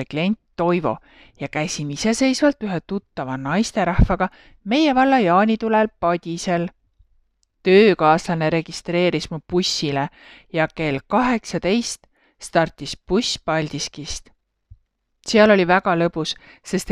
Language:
Estonian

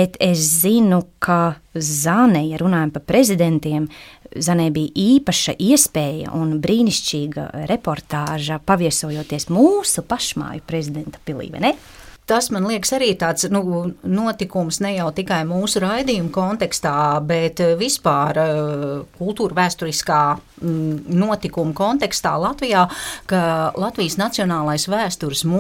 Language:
Latvian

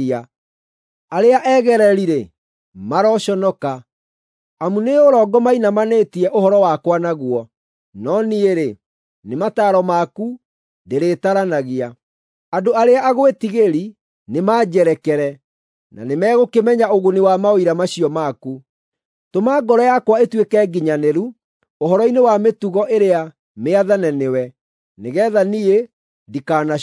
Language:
Kikuyu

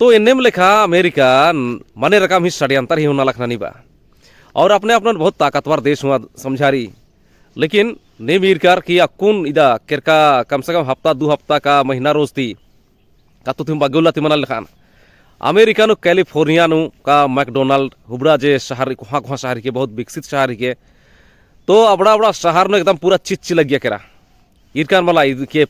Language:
Kurukh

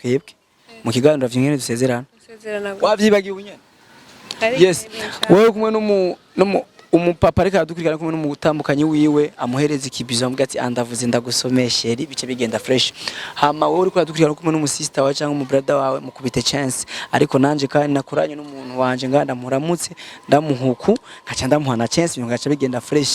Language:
Rundi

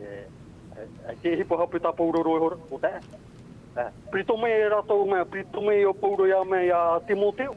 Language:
Tahitian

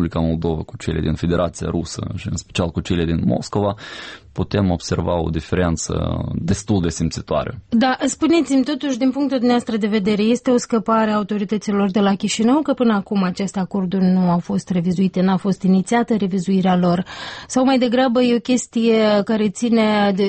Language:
Romanian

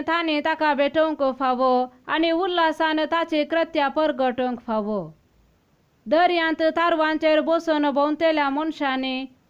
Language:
Konkani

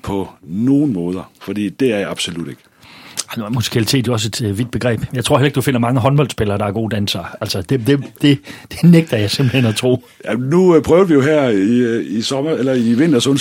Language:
Danish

